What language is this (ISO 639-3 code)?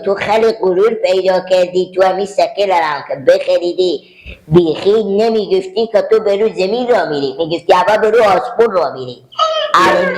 haz